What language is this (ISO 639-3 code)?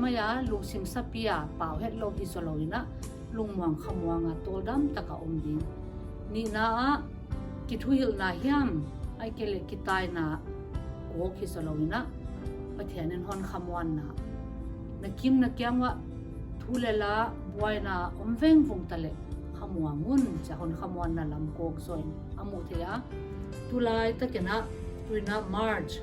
pck